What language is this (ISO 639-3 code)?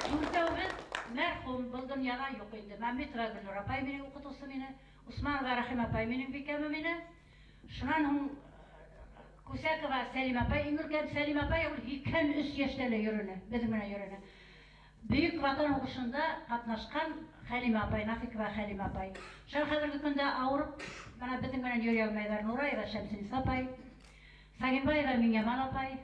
bak